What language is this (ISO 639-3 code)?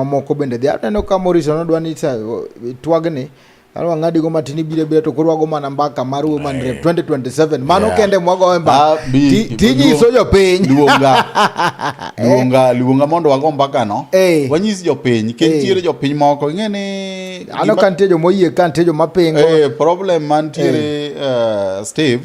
luo